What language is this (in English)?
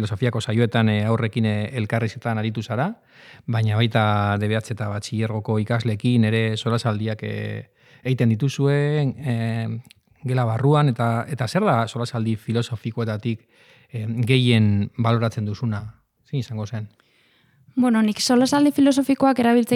Basque